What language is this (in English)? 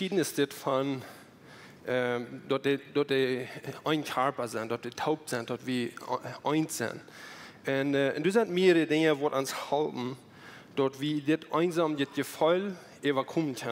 Plautdietsch